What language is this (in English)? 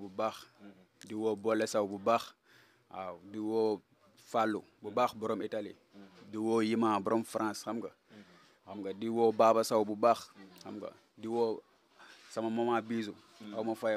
Wolof